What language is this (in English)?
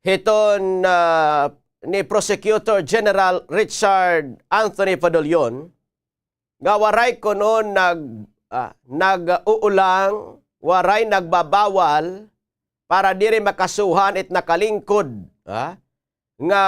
Waray